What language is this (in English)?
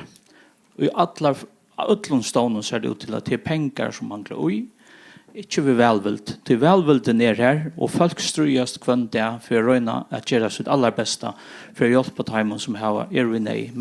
Faroese